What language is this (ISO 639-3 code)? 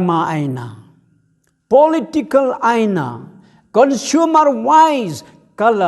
nmf